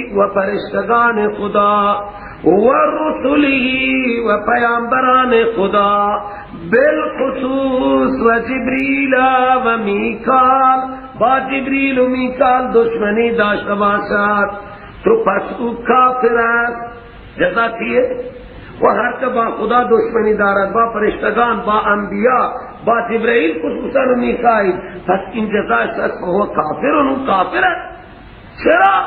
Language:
Persian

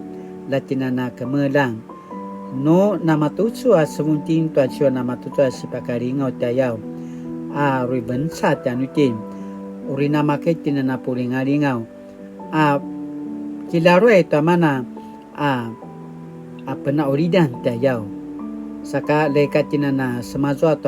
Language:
Paiwan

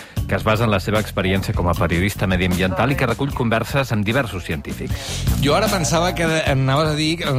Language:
Catalan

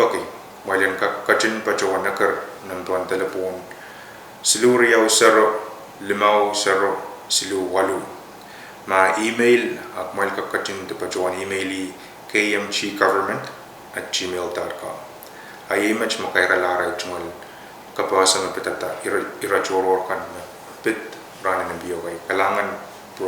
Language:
Pohnpeian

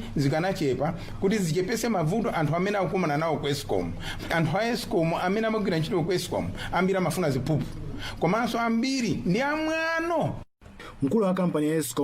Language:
Nyanja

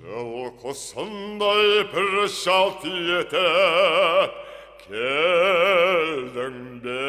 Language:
Kara-Kalpak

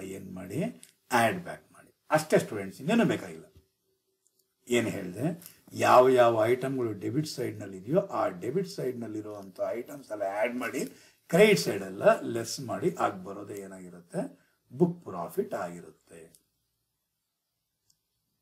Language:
Kannada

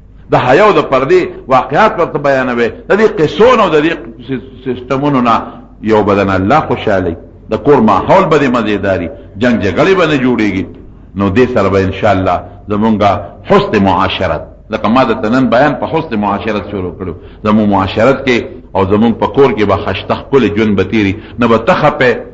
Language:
Pashto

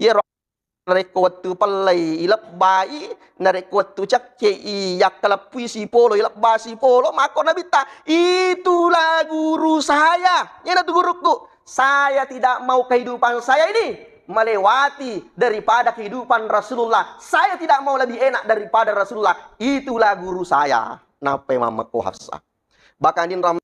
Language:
Buginese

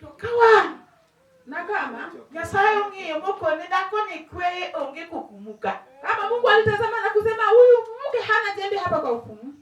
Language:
Luo (Kenya and Tanzania)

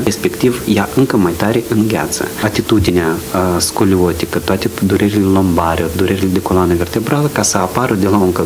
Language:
Romanian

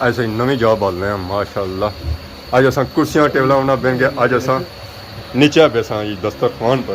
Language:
Pahari-Potwari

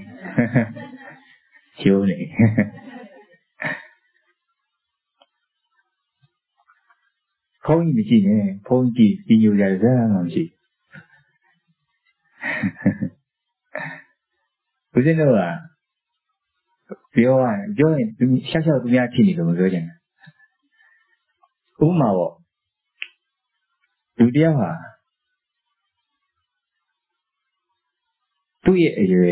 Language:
Burmese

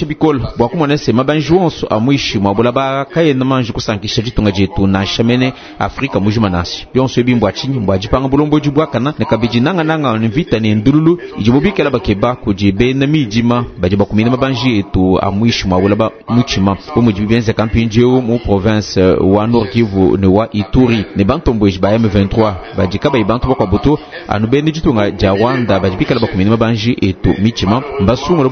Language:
Luba-Lulua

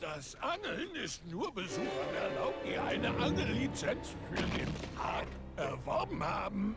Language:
Bavarian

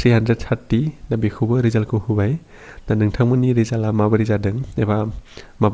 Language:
Bodo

